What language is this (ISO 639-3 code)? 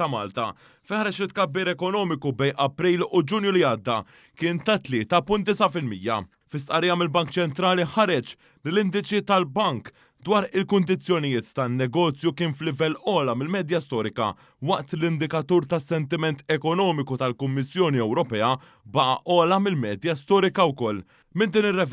mlt